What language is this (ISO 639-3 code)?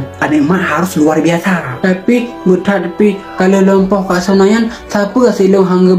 ace